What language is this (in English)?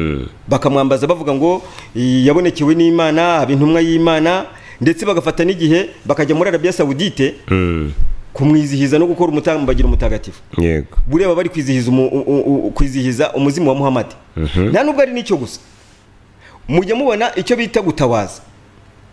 Kinyarwanda